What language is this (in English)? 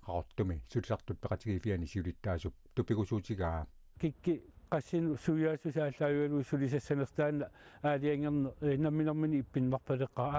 Kalaallisut